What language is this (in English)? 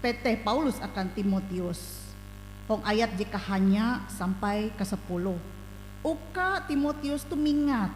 Ngaju